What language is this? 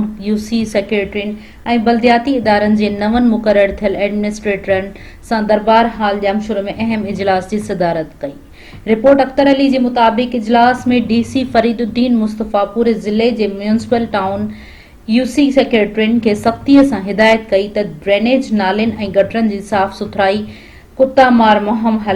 Sindhi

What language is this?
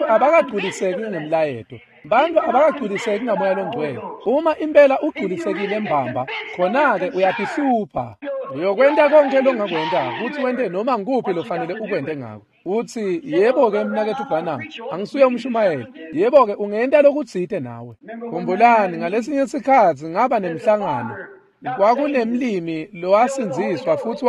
Swati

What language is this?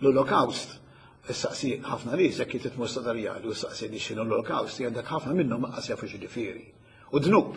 Maltese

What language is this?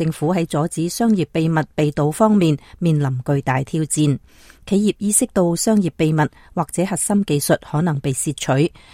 Cantonese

